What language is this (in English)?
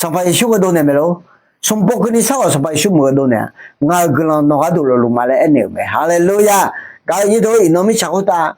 Akha